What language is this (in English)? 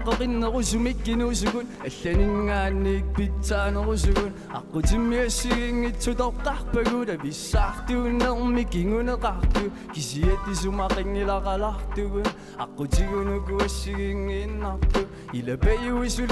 Kalaallisut